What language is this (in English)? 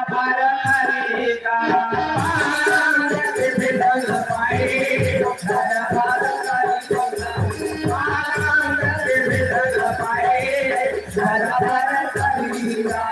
Chhattisgarhi